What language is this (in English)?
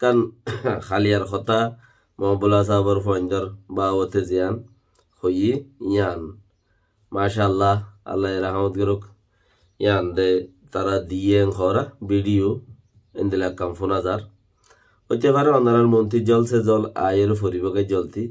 Rohingya